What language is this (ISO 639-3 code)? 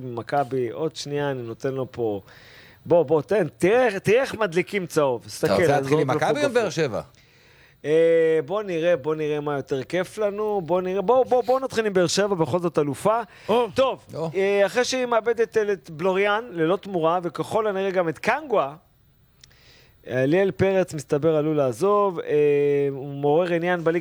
heb